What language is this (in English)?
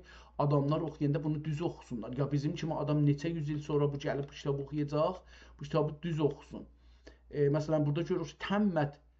South Azerbaijani